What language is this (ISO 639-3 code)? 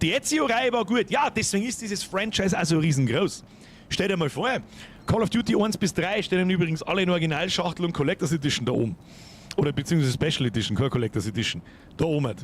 bar